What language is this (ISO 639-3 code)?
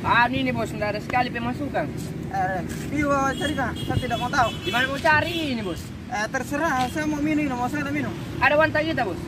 mfp